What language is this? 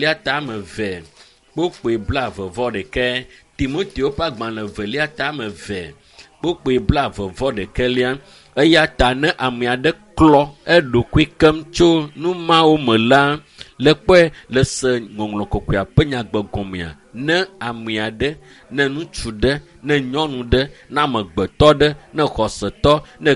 Ewe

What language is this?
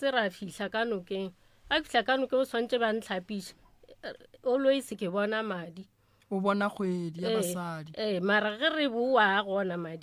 Northern Sotho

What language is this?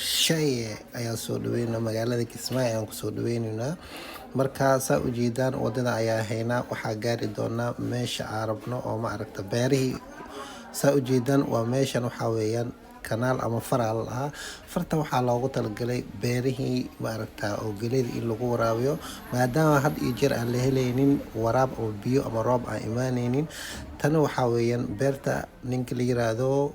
Somali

